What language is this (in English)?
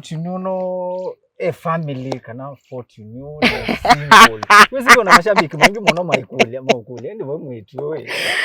Kamba